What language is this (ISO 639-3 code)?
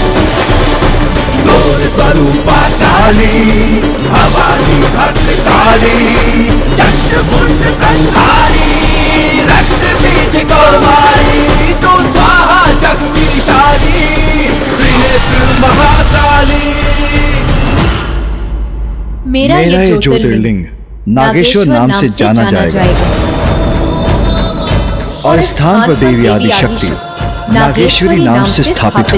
hin